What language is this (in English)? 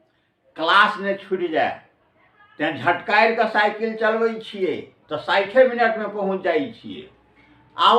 Maithili